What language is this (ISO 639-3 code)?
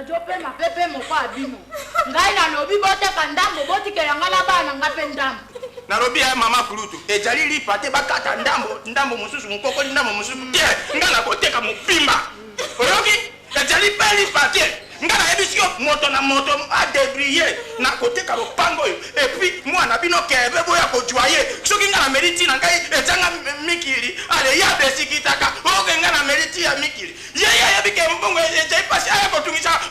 lin